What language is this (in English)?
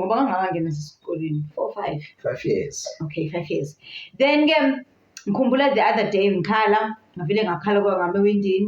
Zulu